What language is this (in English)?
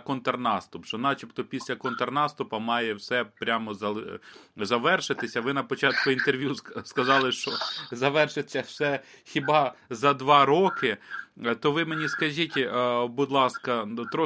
Ukrainian